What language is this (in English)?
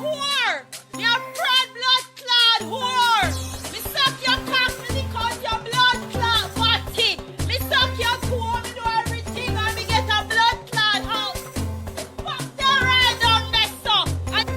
Jamaican Creole English